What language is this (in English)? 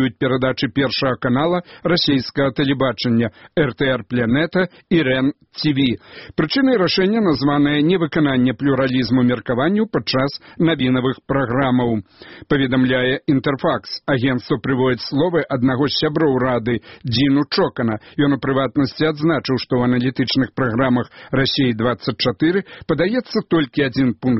Belarusian